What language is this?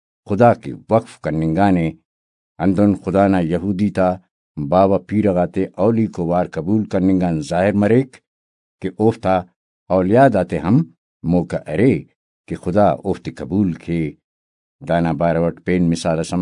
Brahui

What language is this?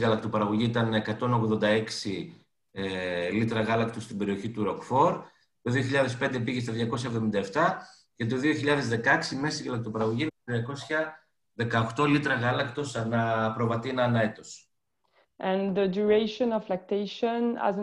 Greek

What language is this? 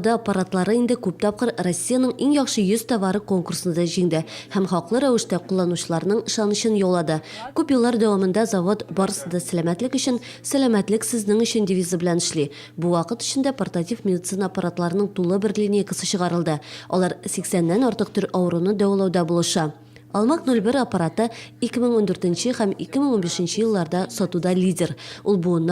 Tatar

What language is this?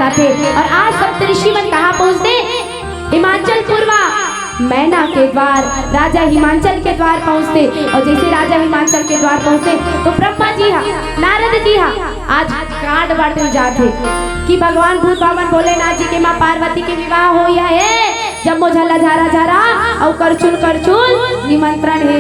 Chhattisgarhi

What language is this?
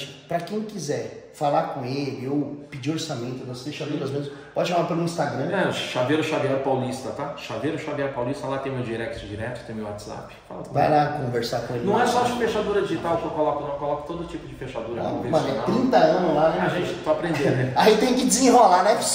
Portuguese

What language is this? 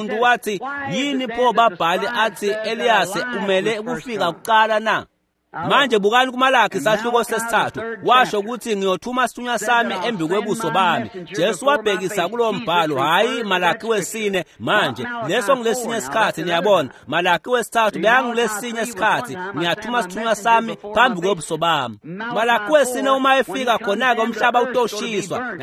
Swati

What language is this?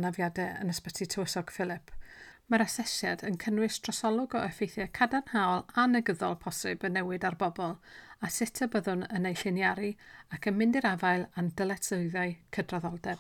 Welsh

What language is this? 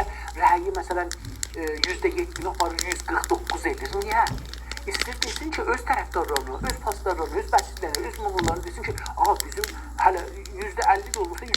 South Azerbaijani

